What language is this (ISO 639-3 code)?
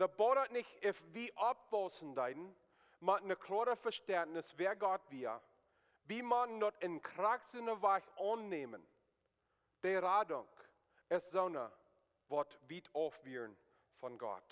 pdt